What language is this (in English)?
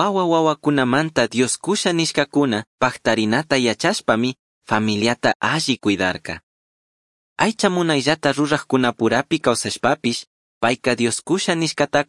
Chimborazo Highland Quichua